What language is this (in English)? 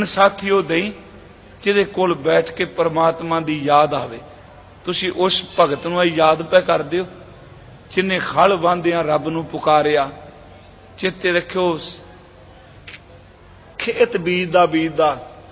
Punjabi